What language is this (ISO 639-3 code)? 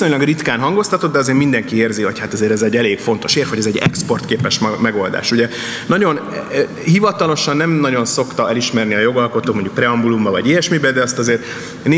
hun